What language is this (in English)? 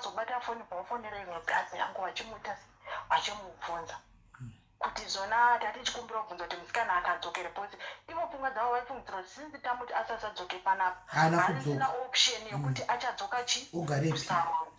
Shona